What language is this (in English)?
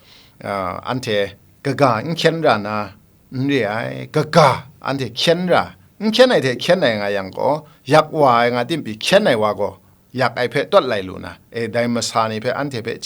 Kachin